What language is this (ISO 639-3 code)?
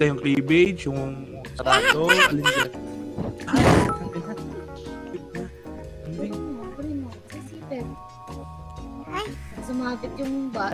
fil